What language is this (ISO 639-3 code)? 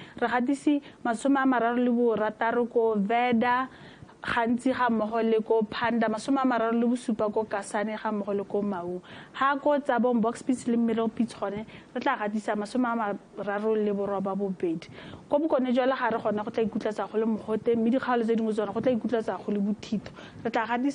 tsn